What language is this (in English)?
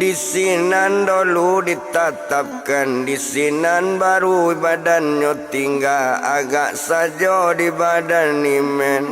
Minangkabau